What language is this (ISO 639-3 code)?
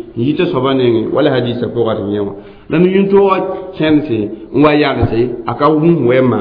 mos